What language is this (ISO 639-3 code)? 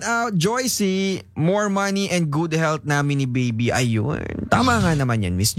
fil